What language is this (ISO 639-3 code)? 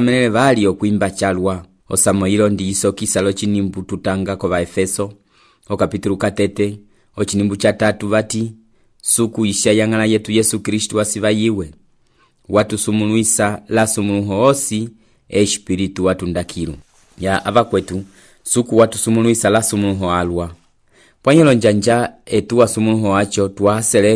umb